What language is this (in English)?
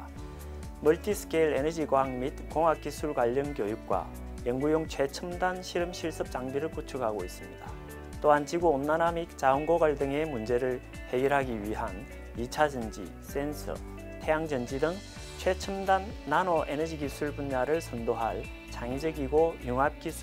Korean